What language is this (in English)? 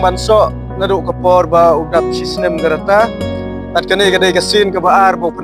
Khasi